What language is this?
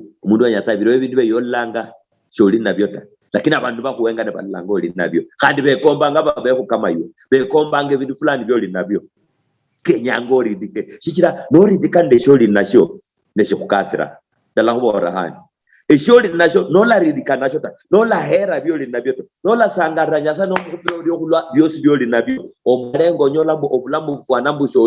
Luyia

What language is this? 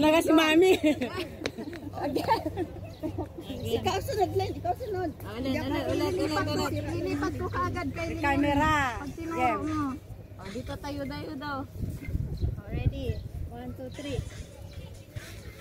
Filipino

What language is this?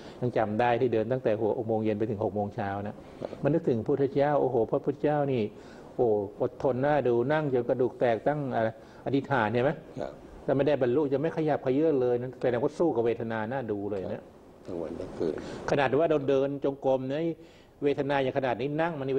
Thai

